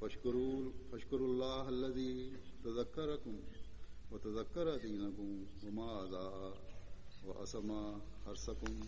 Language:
Bosnian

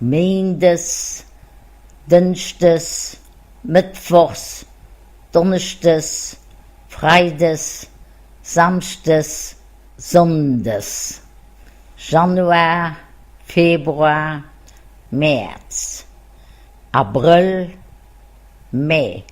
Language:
Luxembourgish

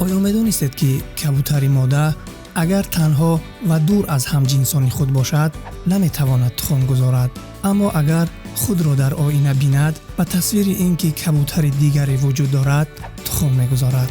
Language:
Tajik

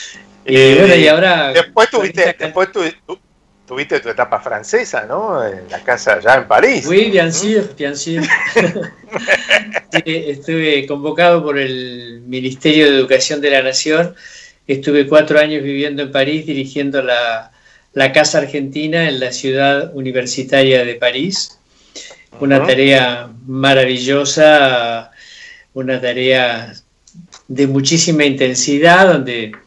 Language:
Spanish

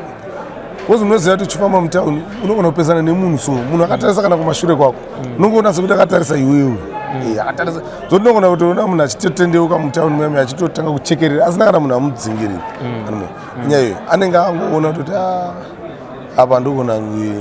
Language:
Shona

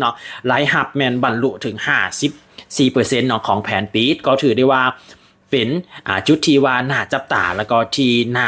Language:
Lao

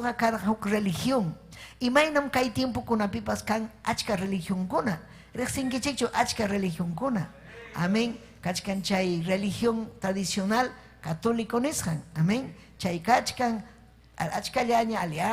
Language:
Ayacucho Quechua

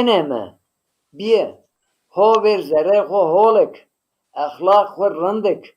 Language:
Zaza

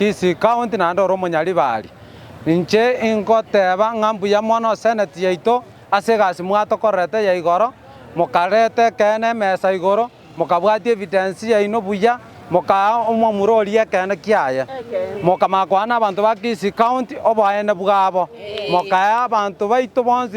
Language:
Gusii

